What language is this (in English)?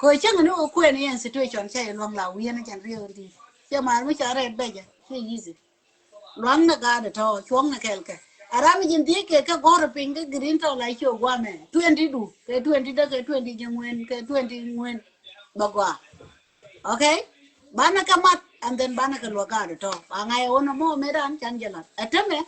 Nuer